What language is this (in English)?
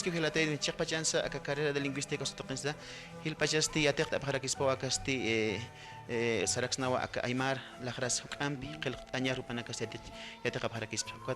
Aymara